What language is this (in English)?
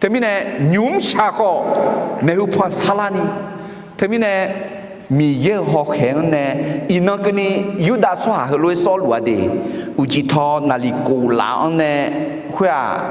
Akha